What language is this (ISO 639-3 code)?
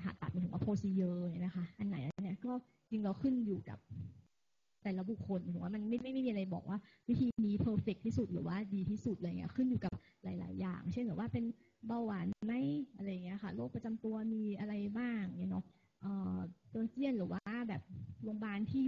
tha